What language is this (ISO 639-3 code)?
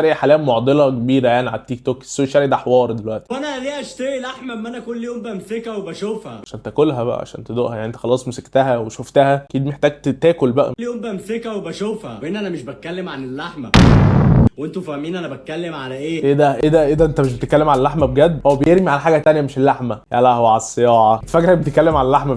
arz